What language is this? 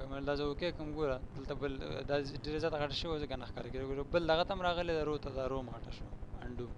Pashto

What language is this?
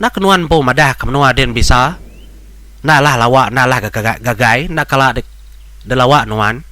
Iban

